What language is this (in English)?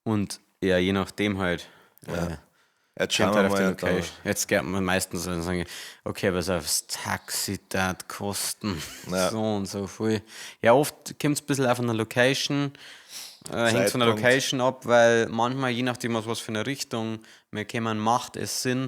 Bavarian